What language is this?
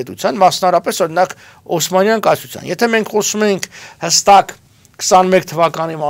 Armenian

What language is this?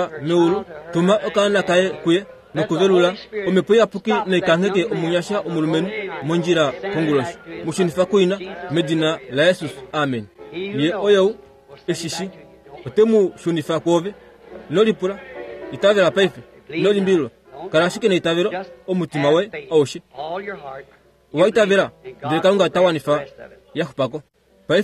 Kuanyama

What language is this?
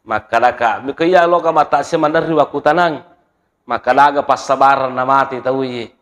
Buginese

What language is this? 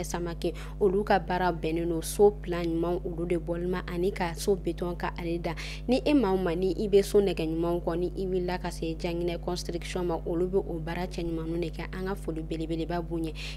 Bambara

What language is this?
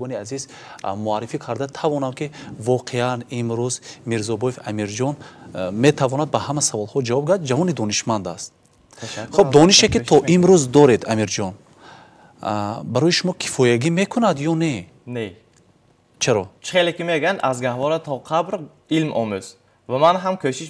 Tajik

